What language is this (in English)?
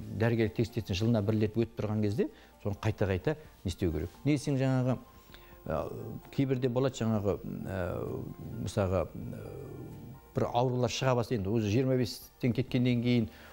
Kazakh